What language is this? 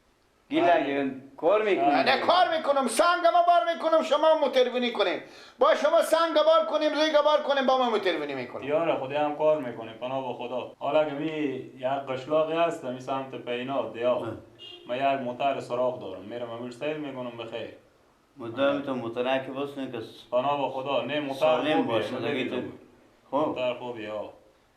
Persian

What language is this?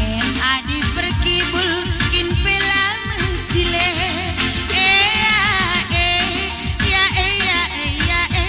Batak Karo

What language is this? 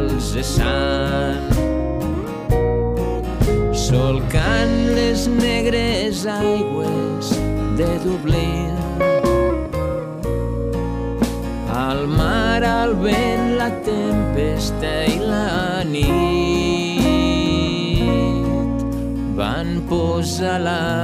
Catalan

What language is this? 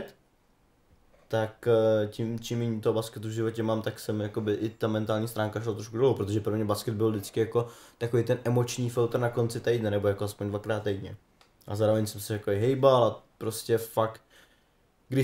Czech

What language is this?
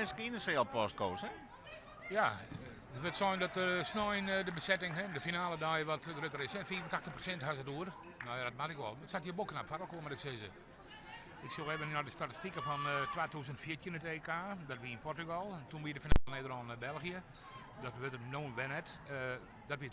Western Frisian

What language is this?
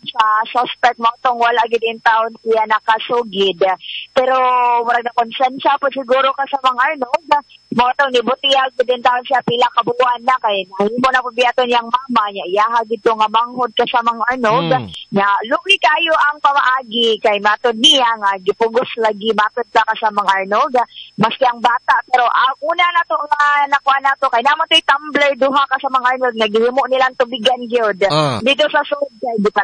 Cebuano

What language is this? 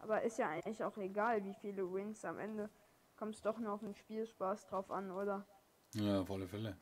Bavarian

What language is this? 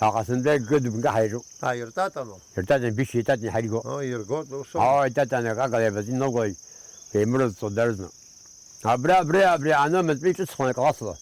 Abkhazian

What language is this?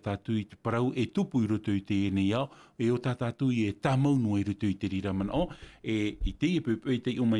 Tahitian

